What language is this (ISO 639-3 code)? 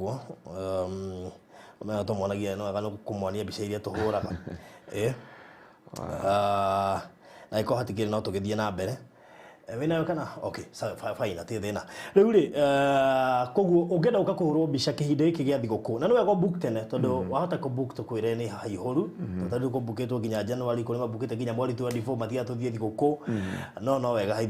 kik